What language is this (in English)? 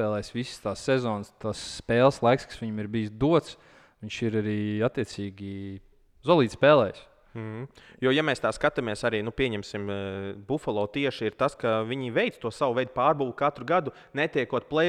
Latvian